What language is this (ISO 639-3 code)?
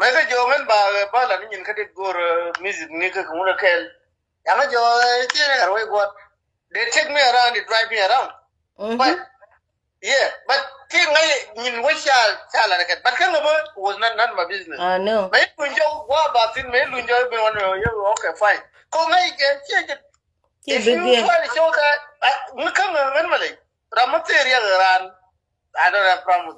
nus